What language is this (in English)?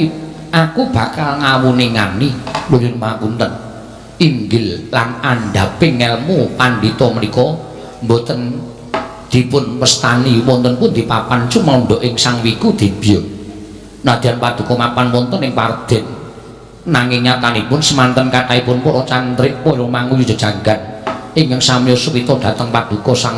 Javanese